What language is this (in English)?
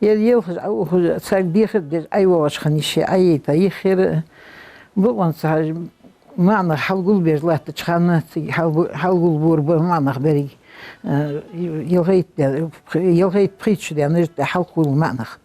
Ingush